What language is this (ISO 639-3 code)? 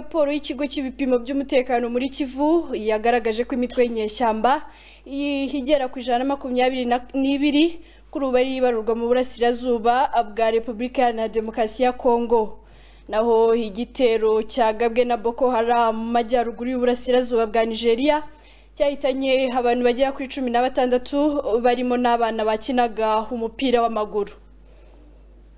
kin